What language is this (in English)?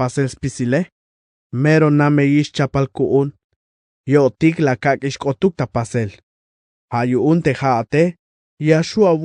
Tzeltal